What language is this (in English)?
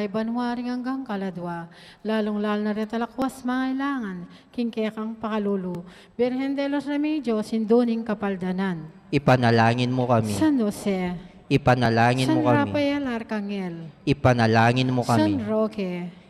Pampanga